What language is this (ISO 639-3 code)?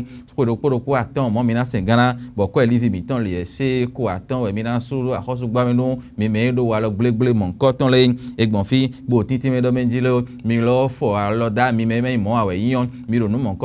fon